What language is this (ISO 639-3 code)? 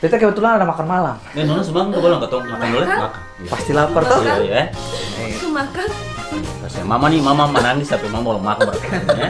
abs